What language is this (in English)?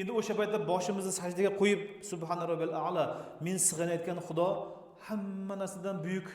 Uzbek